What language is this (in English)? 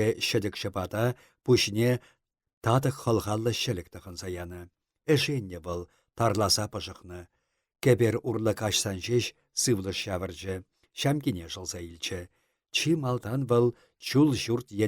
Chuvash